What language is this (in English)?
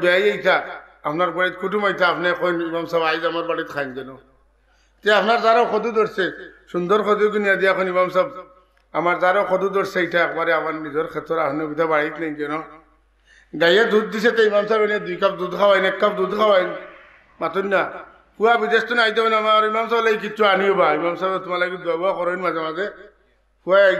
Sylheti